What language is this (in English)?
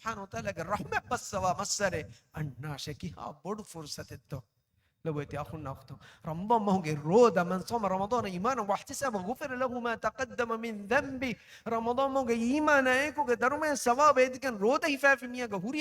Divehi